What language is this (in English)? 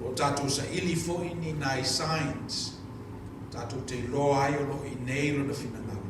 Samoan